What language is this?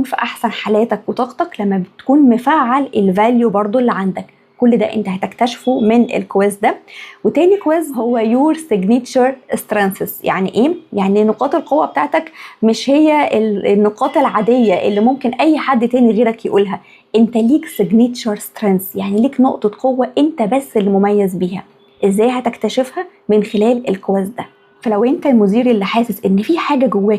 Egyptian Arabic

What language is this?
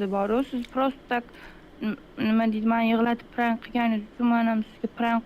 Uzbek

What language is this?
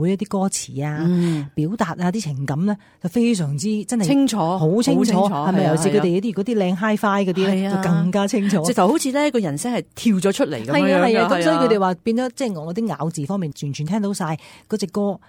Cantonese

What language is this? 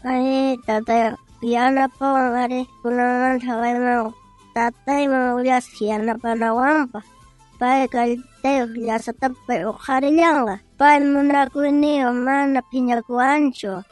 South Bolivian Quechua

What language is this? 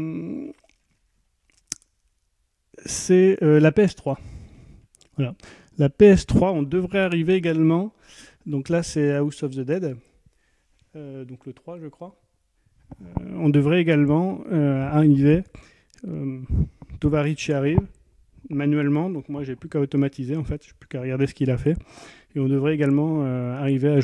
French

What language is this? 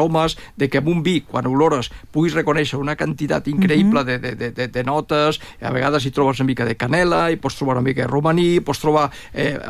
Catalan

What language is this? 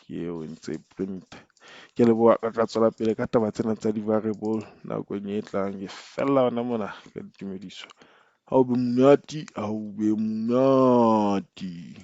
Southern Sotho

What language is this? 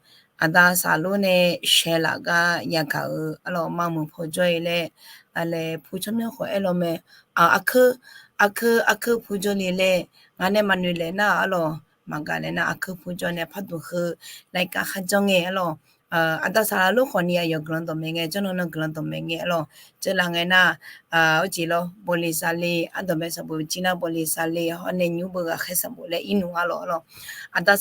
Akha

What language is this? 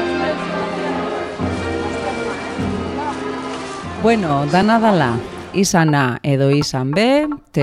Basque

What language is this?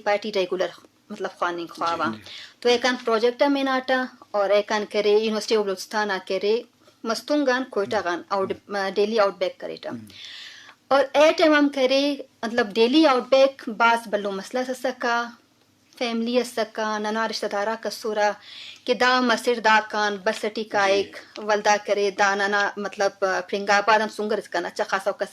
Brahui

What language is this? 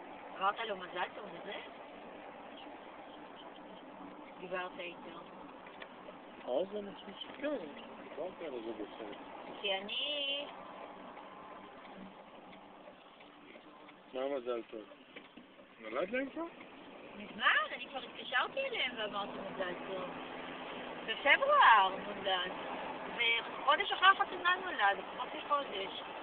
Hebrew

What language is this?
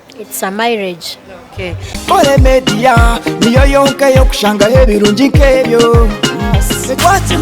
Nyankole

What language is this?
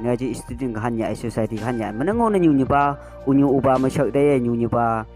Phom Naga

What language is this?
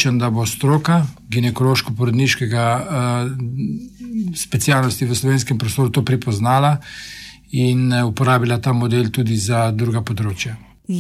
Slovenian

